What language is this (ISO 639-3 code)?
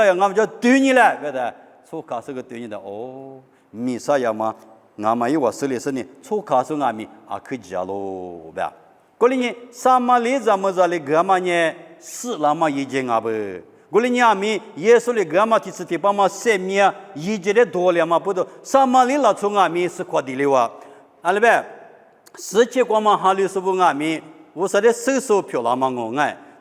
lis